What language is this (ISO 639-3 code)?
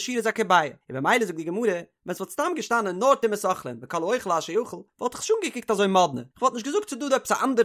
yid